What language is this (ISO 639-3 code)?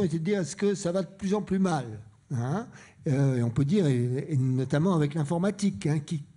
fra